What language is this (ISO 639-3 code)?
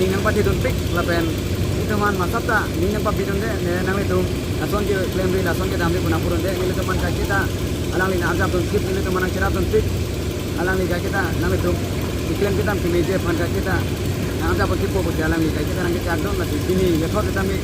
mjw